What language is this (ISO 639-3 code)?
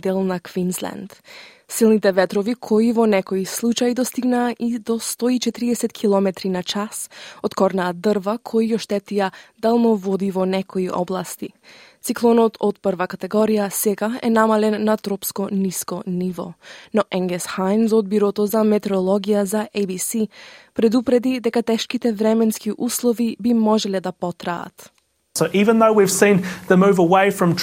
mkd